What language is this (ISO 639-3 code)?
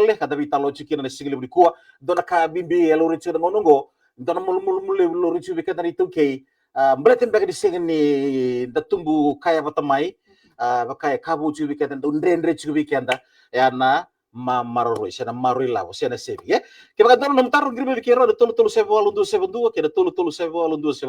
fij